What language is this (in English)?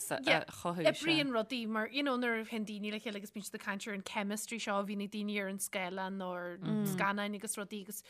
Irish